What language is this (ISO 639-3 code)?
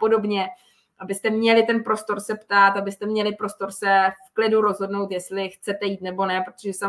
ces